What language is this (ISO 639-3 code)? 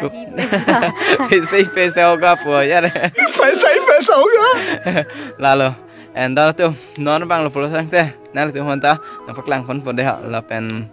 mjw